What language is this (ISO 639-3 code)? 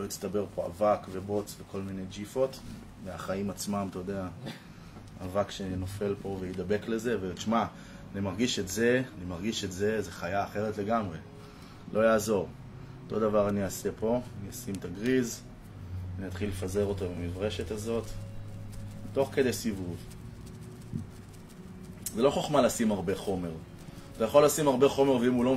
heb